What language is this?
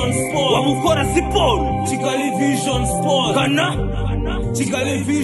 Kinyarwanda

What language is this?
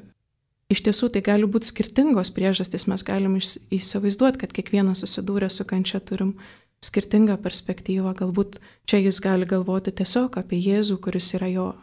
Lithuanian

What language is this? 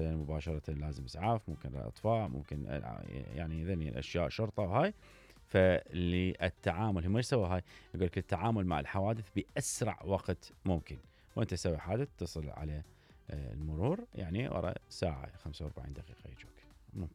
Mesopotamian Arabic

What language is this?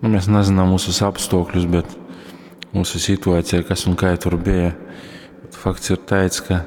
Latgalian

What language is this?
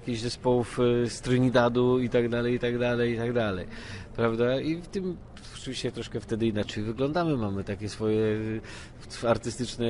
Polish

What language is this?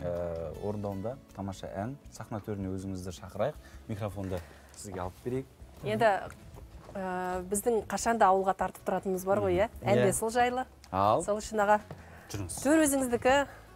Kazakh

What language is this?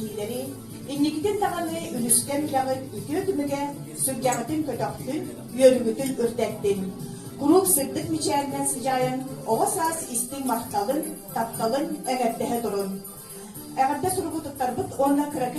Yakut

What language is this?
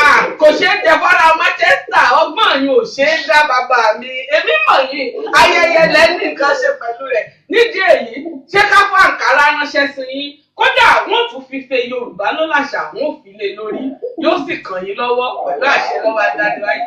Yoruba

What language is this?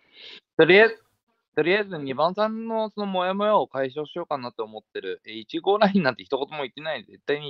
Japanese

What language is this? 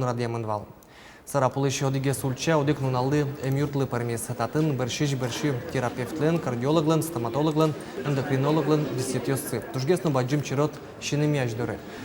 Udmurt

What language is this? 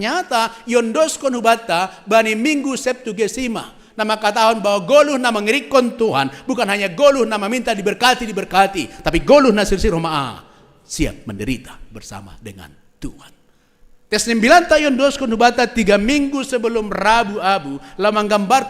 Batak Simalungun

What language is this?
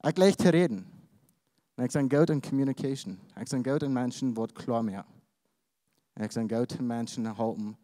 Plautdietsch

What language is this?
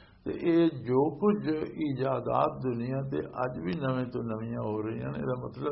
Western Panjabi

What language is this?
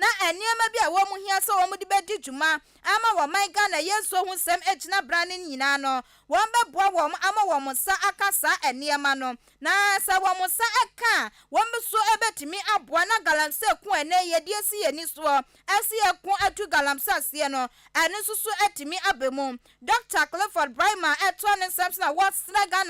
Akan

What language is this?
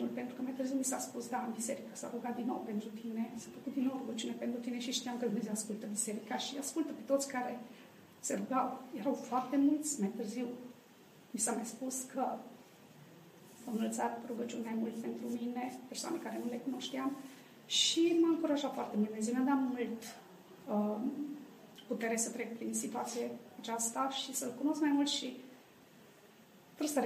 Romanian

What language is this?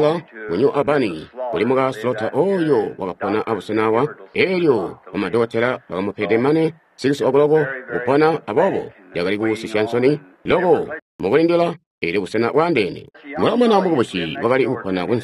Tonga (Zambia)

